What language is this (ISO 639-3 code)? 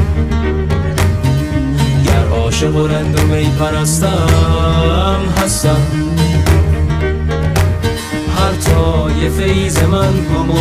fas